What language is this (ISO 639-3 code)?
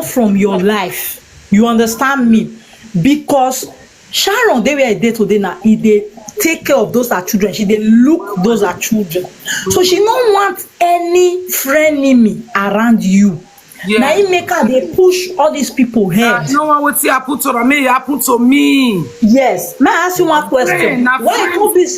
pcm